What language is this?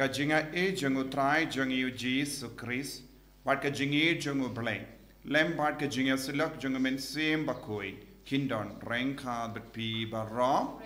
Khasi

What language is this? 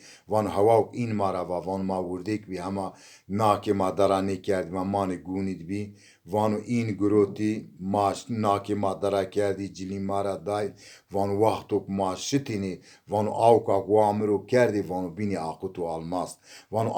Zaza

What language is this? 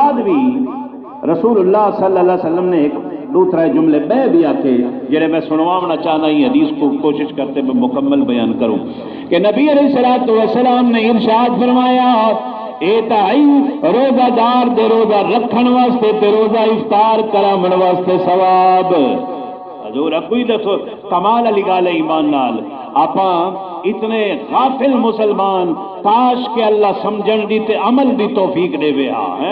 Saraiki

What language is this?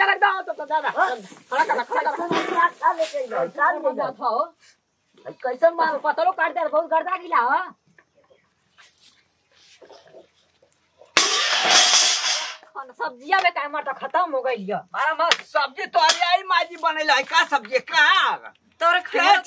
Bhojpuri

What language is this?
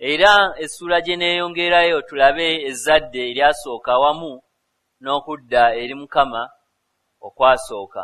Ganda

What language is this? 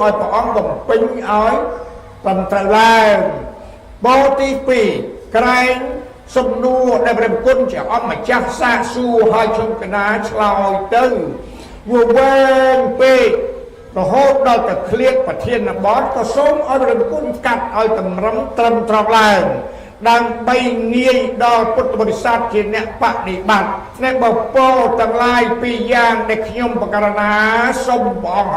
Khmer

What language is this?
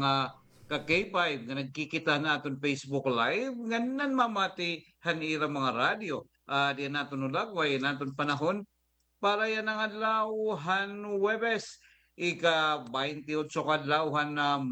Waray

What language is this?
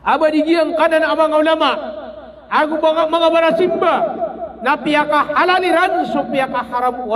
Maranao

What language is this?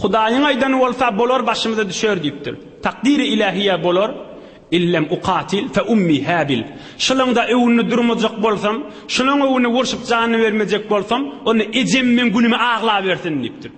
Turkmen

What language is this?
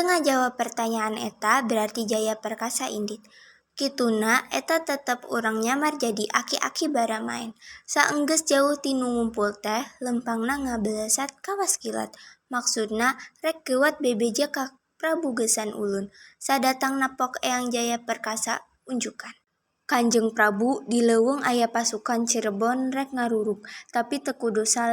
Sundanese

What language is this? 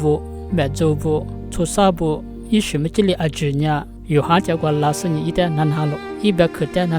Lisu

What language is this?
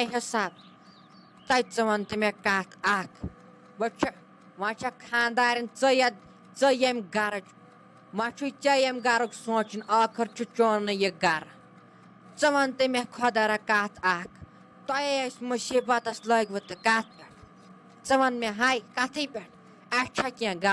Kashmiri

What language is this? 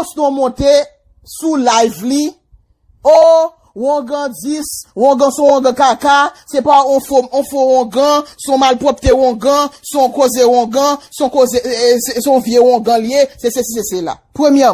Haitian Creole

